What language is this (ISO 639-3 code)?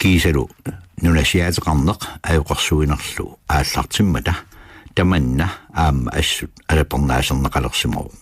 kal